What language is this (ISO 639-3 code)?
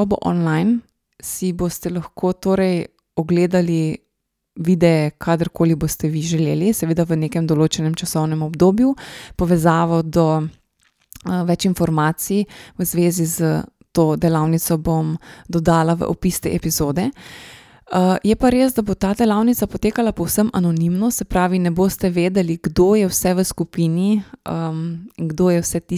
slv